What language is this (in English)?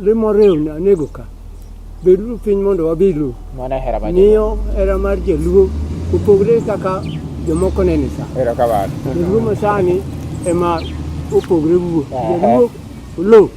Luo (Kenya and Tanzania)